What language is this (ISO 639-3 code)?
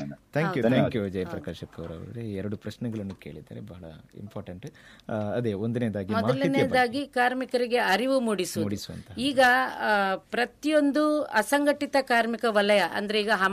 kan